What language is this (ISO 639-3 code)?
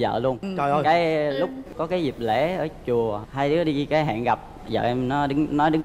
vie